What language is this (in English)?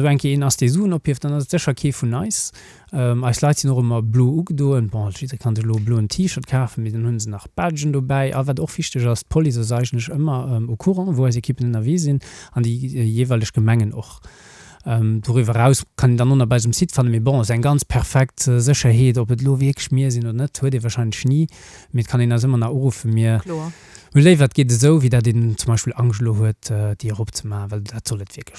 Luxembourgish